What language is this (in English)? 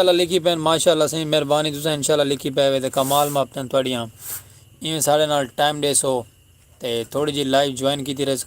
Saraiki